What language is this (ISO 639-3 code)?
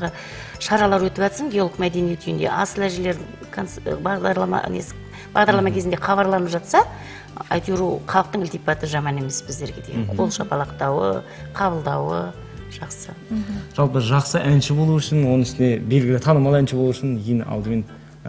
kaz